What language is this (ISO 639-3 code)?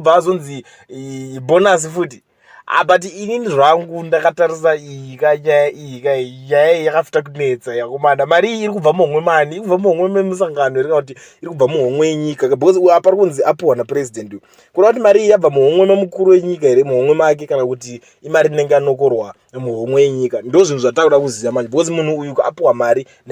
sna